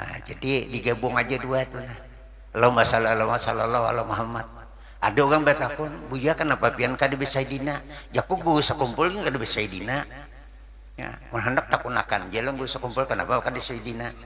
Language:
Banjar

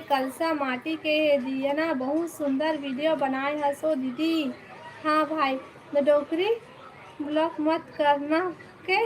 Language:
Chhattisgarhi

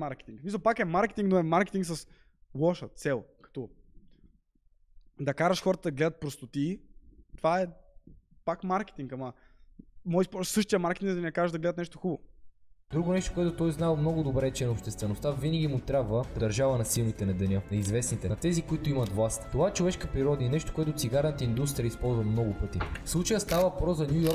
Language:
Bulgarian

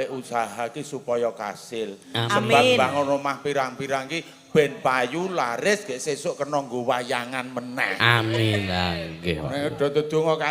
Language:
Javanese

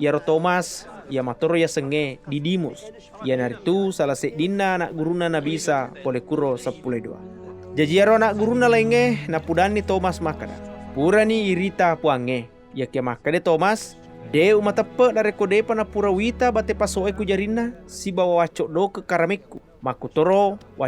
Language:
Buginese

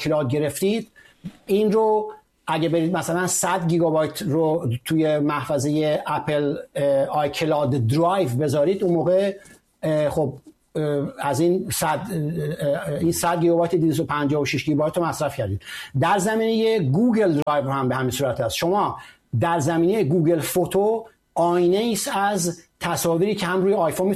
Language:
Persian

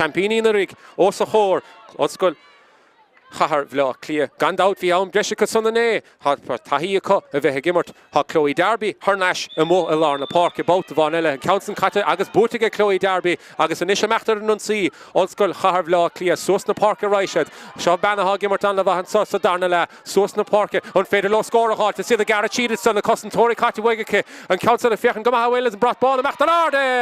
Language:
Irish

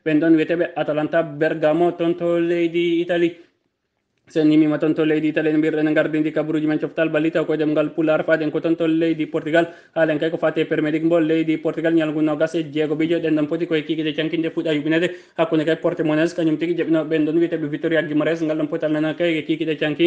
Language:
Fula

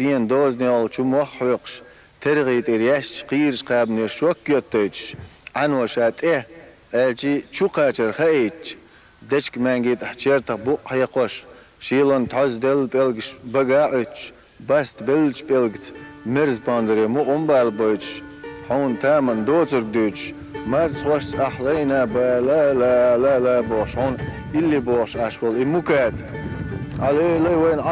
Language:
Chechen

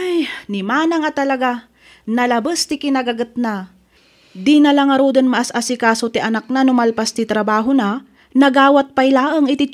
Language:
Iloko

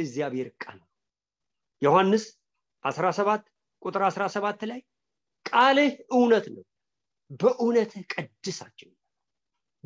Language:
Amharic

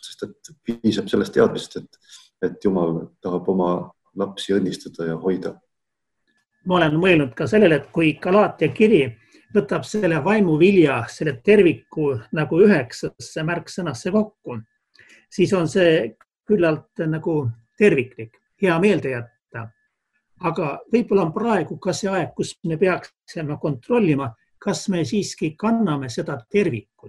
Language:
Estonian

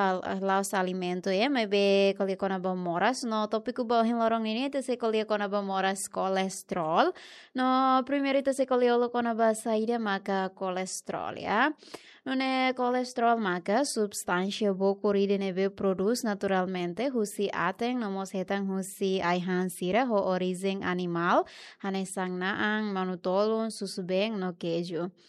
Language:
Tetum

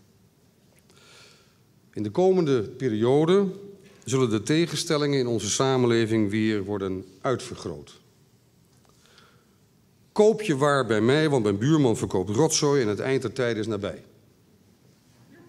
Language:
Dutch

